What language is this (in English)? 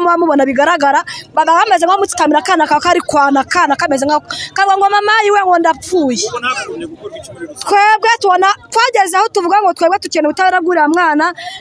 Kinyarwanda